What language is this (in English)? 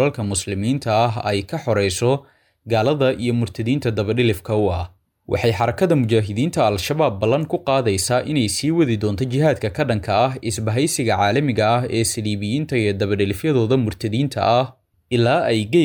Somali